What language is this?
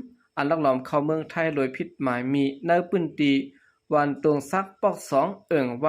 Shan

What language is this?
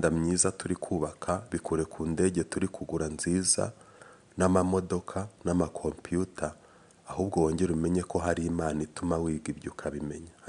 Kinyarwanda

